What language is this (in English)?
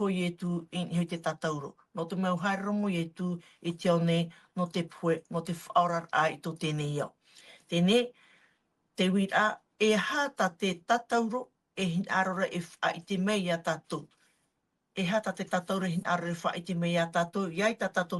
Tahitian